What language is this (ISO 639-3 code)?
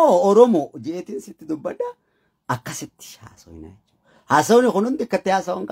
orm